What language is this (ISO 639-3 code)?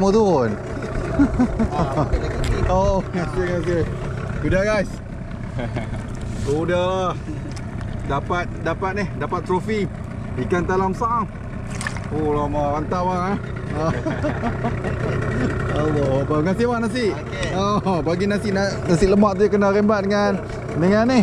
msa